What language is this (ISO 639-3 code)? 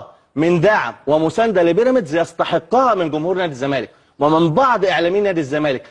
arz